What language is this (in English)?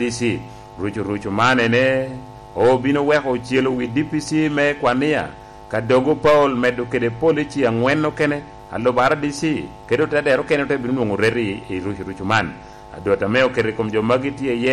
Lango (Uganda)